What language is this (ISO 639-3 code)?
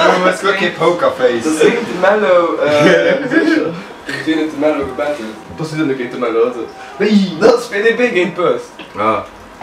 ltz